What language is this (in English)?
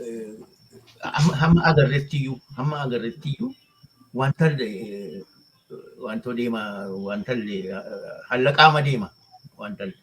Oromo